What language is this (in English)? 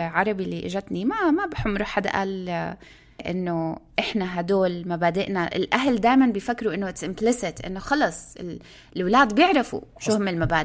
North Levantine Arabic